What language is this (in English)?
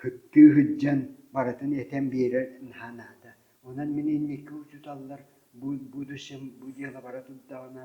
Yakut